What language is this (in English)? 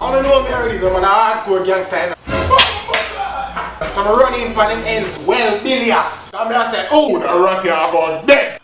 Jamaican Creole English